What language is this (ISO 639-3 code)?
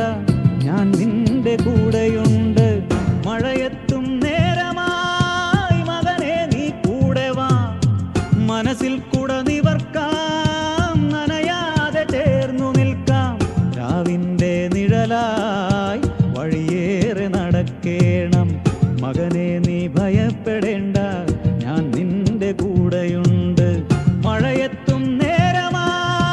mal